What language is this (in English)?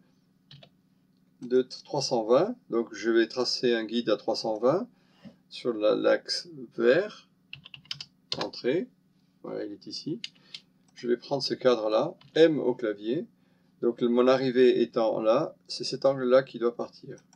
French